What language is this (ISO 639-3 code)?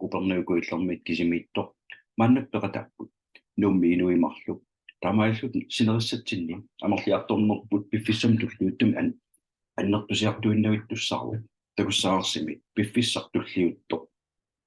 kal